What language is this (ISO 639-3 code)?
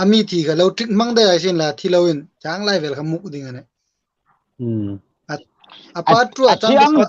hmr